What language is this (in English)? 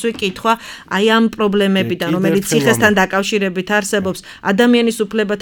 Georgian